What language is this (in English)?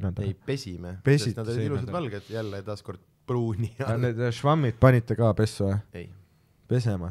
Estonian